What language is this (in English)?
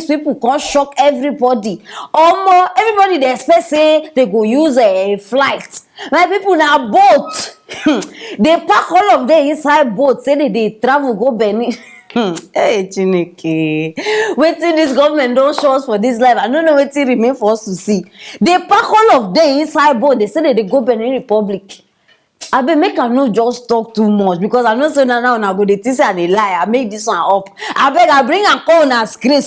Nigerian Pidgin